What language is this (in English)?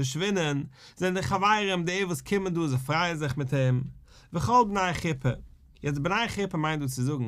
Yiddish